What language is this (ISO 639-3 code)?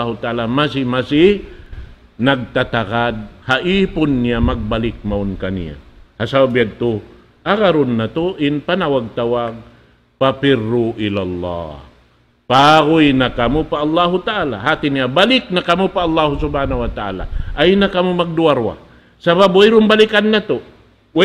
tsg